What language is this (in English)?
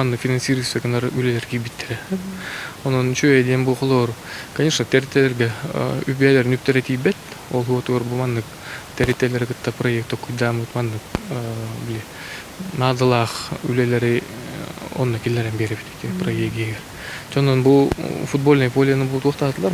Yakut